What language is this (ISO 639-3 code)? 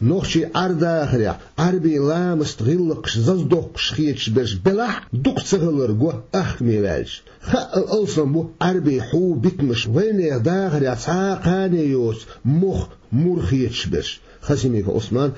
che